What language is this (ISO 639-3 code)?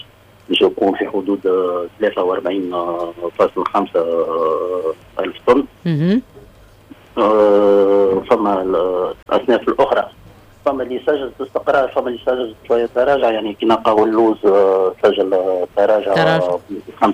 aeb